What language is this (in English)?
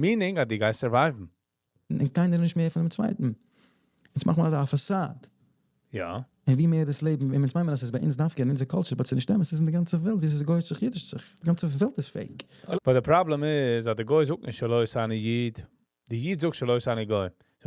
Yiddish